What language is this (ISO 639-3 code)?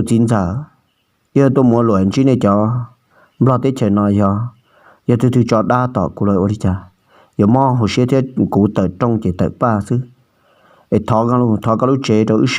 hmn